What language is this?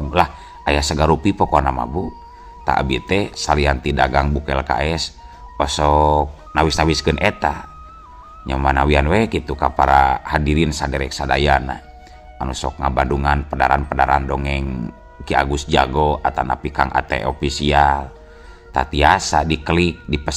Sundanese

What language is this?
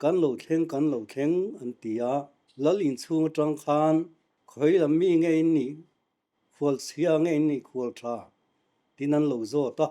Mizo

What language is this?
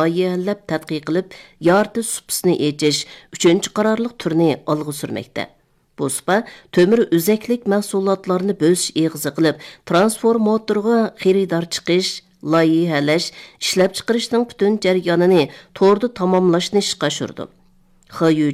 Uyghur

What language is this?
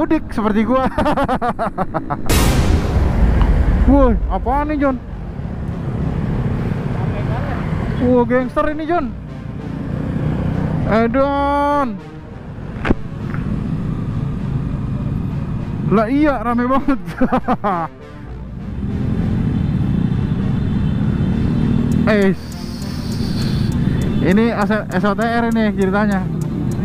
Indonesian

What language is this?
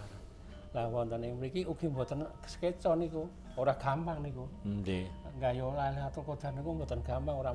Javanese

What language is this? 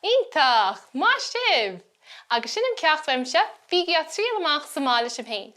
Irish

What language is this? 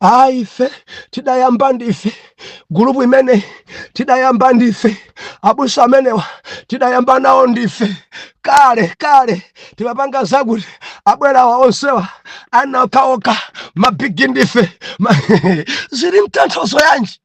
Nyanja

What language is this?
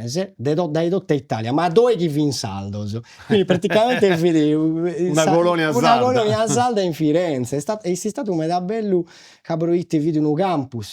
Sardinian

